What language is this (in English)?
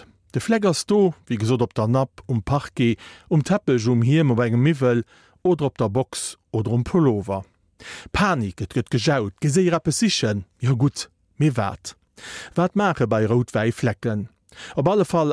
Luxembourgish